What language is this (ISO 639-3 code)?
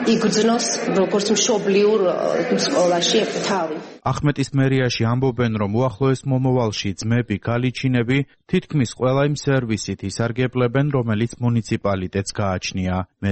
kat